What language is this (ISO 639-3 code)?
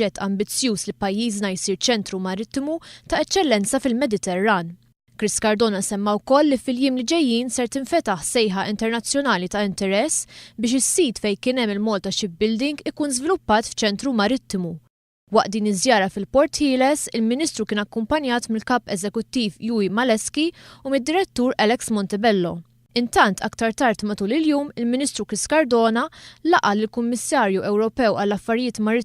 mlt